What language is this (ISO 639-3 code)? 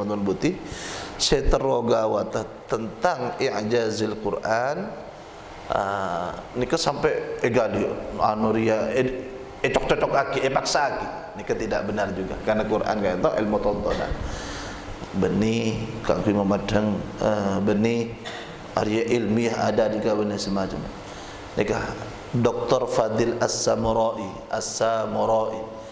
mad